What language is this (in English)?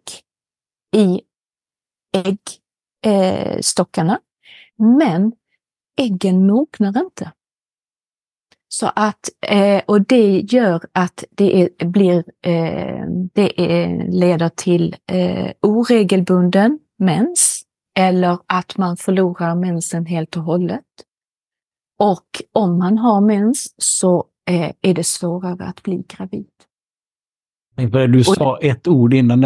Swedish